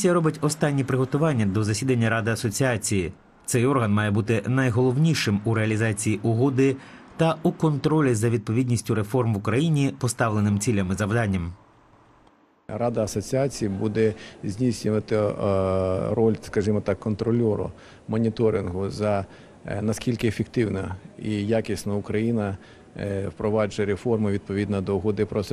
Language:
Ukrainian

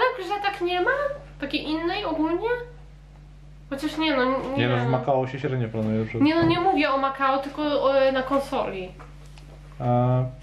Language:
Polish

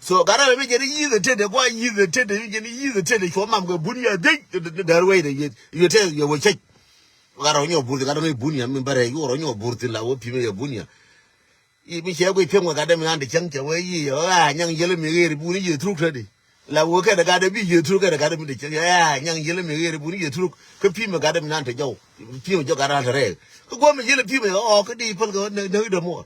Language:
Nuer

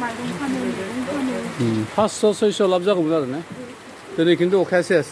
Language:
Bodo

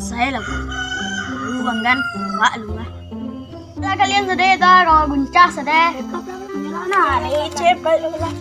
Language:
Minangkabau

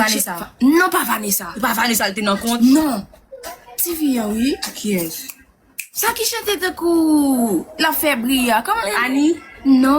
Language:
Haitian Creole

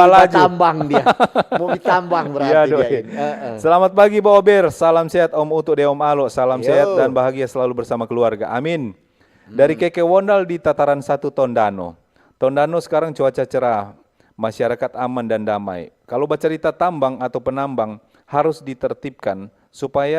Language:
Manado Malay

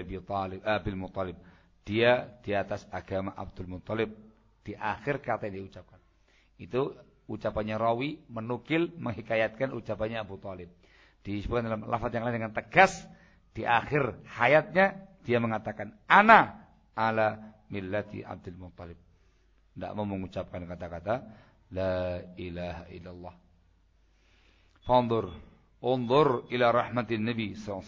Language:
Indonesian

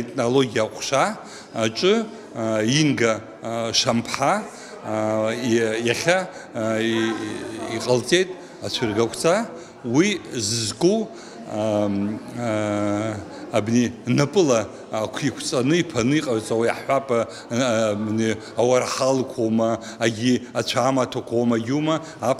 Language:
Abkhazian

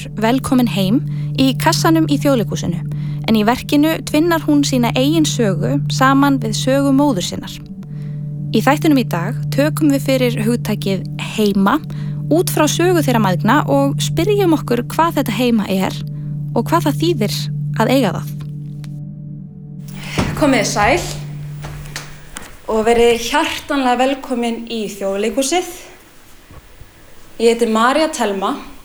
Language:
Icelandic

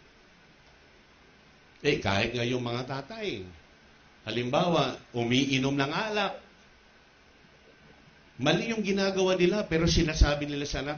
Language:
Filipino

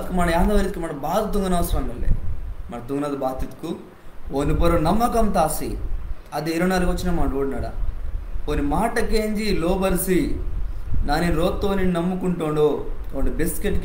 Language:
Koya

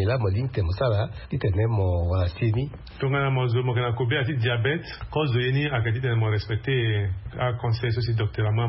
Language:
Sango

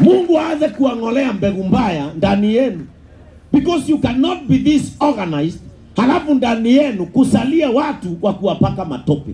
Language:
Kikuyu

